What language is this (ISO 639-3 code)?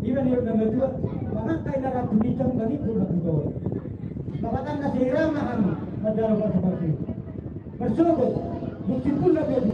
bbc